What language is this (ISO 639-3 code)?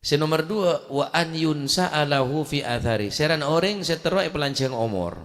mad